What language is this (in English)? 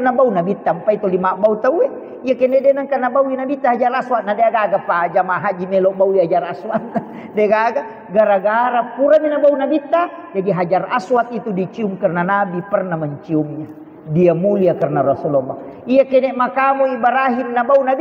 Buginese